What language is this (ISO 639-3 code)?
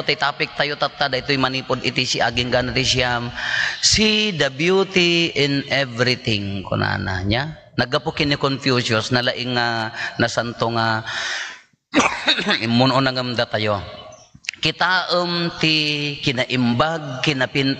ilo